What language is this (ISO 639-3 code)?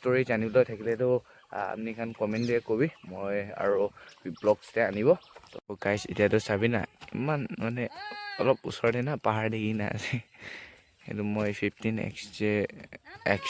nag